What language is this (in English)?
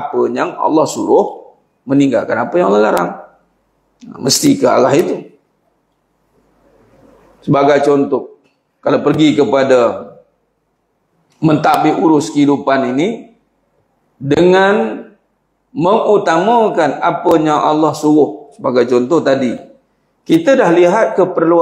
Malay